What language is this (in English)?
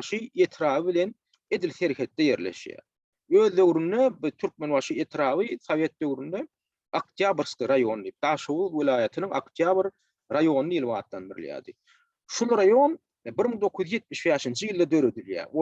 Turkmen